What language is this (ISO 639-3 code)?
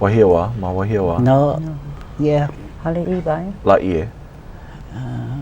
haw